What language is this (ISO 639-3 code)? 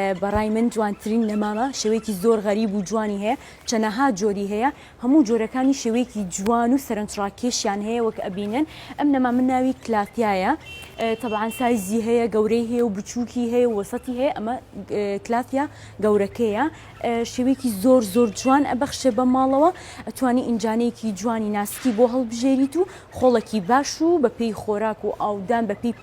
ckb